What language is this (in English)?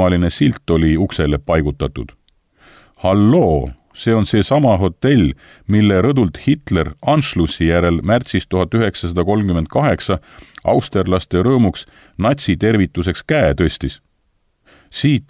Estonian